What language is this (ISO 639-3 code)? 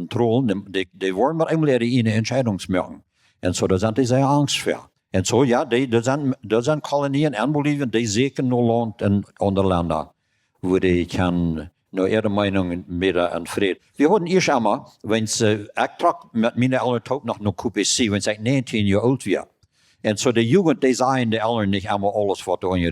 pdt